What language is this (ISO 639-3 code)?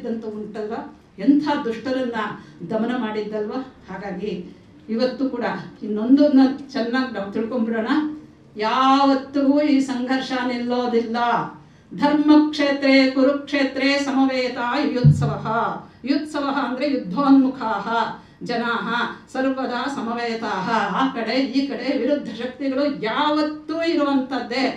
kan